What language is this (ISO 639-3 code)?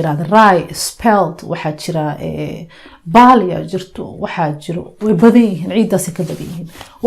som